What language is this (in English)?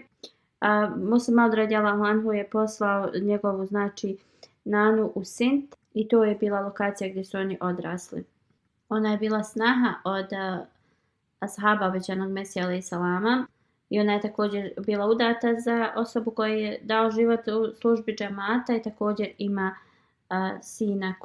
Bosnian